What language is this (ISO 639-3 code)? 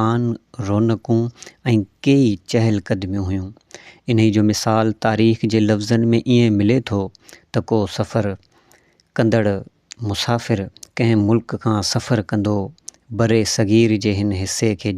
snd